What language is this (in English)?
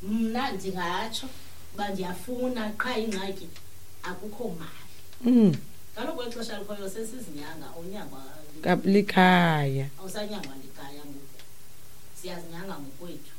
Xhosa